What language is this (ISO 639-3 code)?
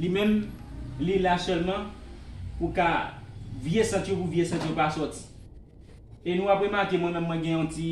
hat